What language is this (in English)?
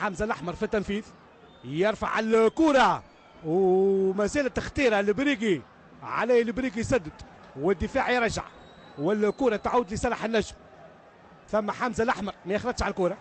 Tunisian Arabic